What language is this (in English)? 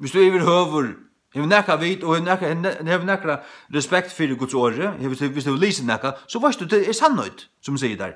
Faroese